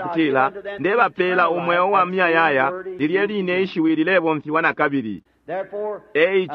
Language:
Bemba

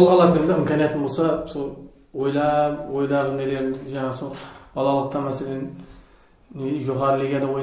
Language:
Kara-Kalpak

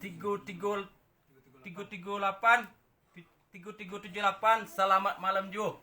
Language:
Minangkabau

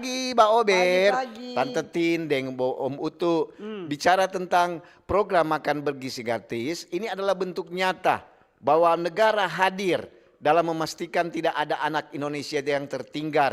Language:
Manado Malay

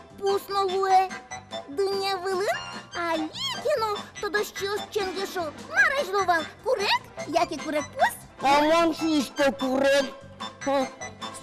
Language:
Udmurt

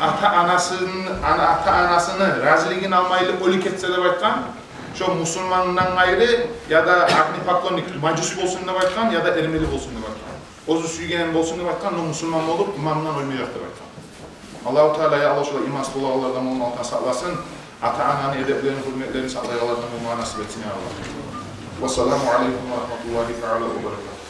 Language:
Kumyk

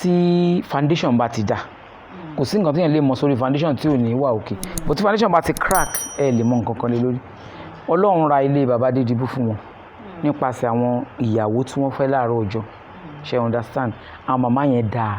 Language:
Yoruba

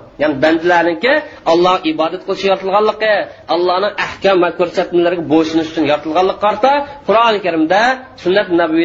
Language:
Uyghur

